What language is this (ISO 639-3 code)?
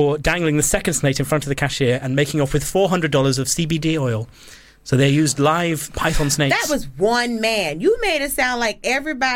eng